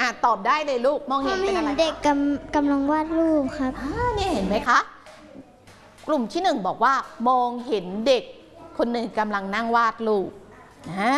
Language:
Thai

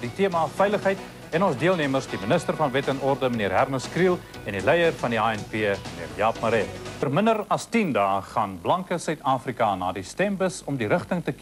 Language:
Afrikaans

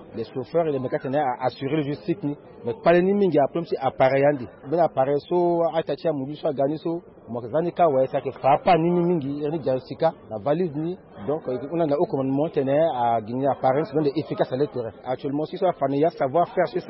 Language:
Sango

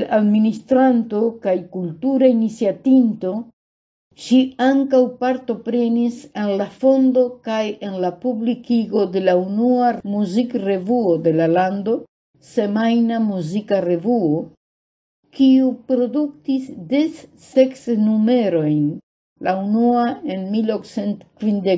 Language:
Esperanto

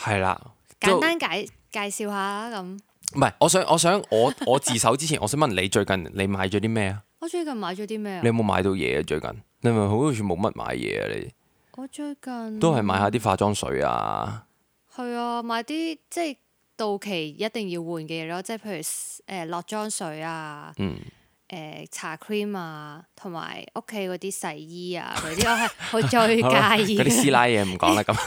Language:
Cantonese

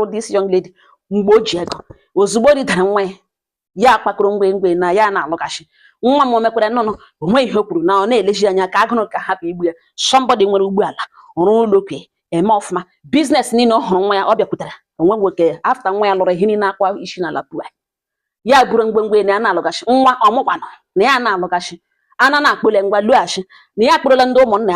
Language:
Igbo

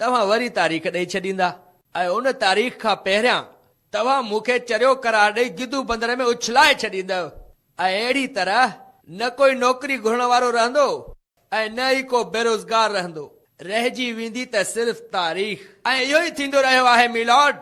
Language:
Sindhi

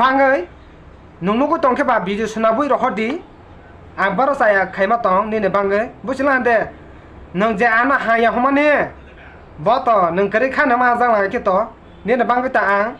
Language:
Kok Borok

